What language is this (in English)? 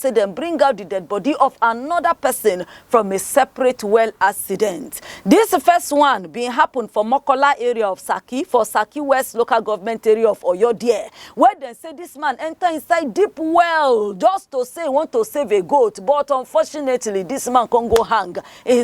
Nigerian Pidgin